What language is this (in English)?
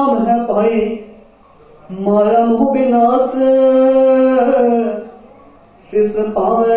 Punjabi